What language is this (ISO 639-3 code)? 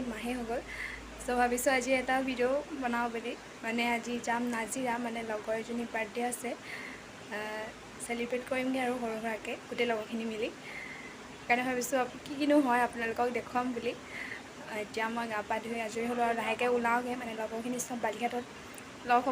asm